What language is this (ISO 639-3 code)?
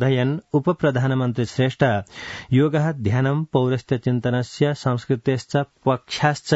san